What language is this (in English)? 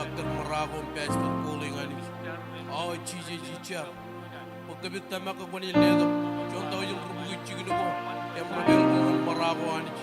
Marshallese